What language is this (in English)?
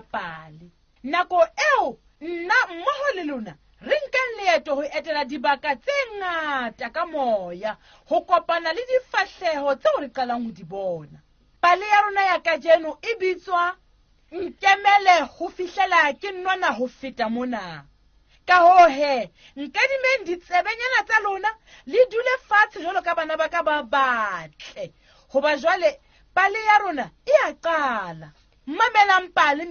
Southern Sotho